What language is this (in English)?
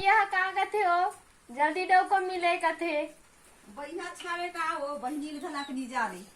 Chhattisgarhi